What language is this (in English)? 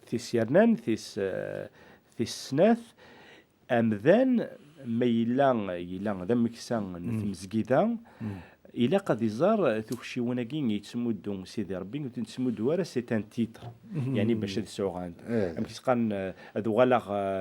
Kabyle